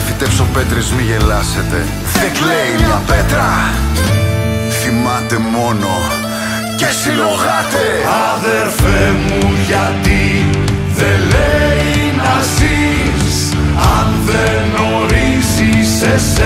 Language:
Greek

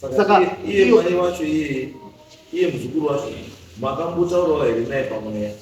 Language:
Shona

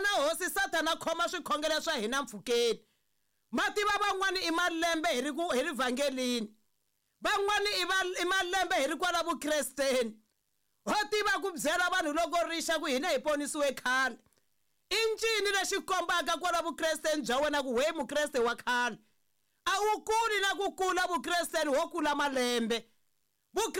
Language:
Tsonga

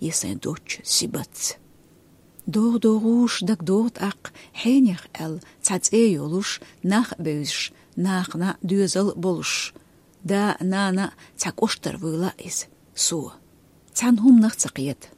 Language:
Chechen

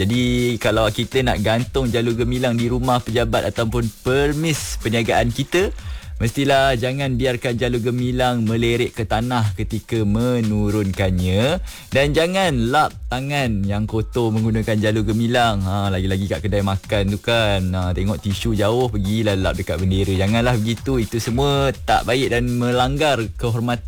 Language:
Malay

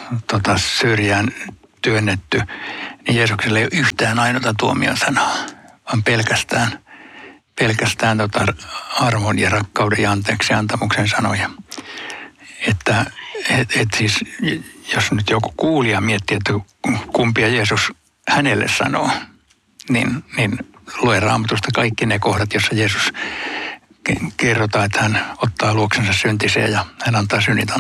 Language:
Finnish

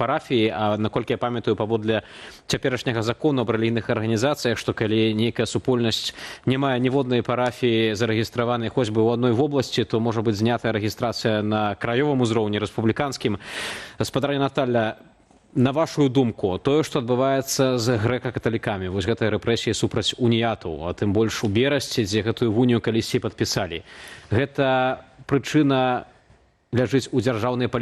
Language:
Belarusian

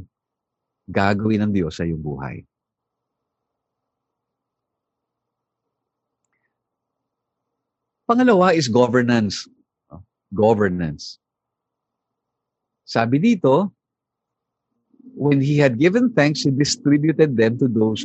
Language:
Filipino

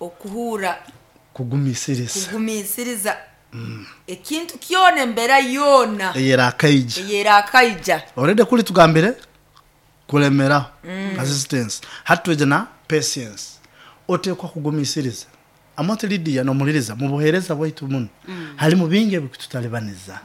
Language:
Nyoro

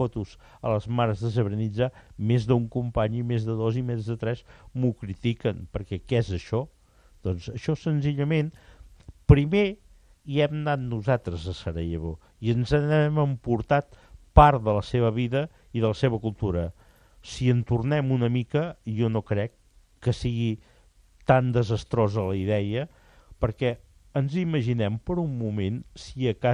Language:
Catalan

